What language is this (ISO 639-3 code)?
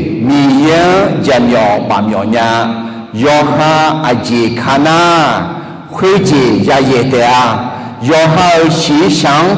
ahk